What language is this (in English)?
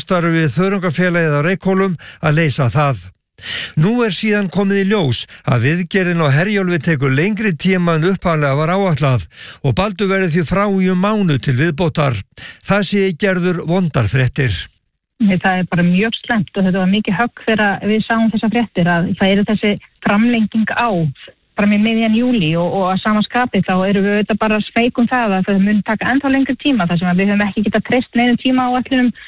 Icelandic